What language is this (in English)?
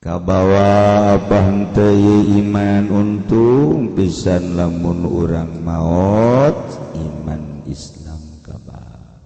Sundanese